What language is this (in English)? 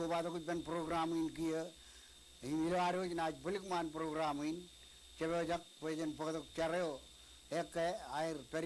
Marshallese